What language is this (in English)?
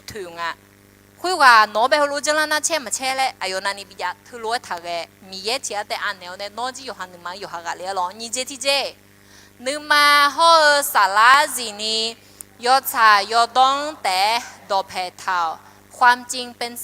Akha